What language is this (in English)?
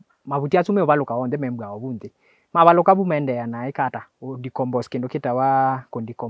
Kamba